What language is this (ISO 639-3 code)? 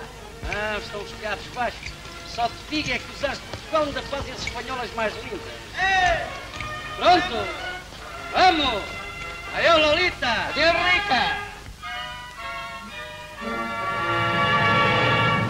por